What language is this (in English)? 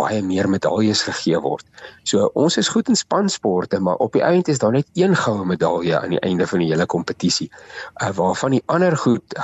Afrikaans